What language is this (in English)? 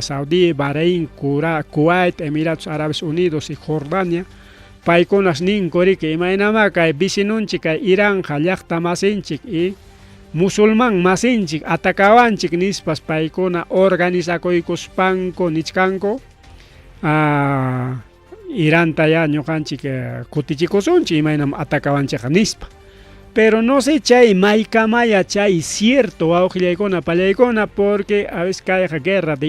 Ayacucho Quechua